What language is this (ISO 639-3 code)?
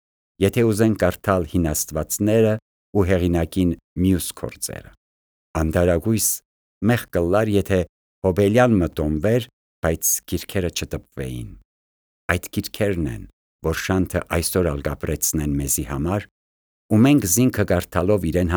hye